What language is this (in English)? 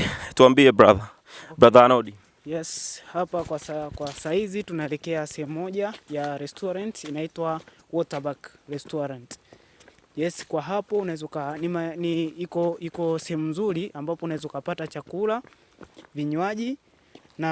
Swahili